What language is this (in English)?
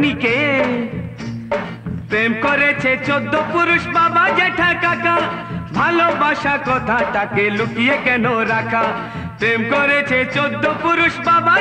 Bangla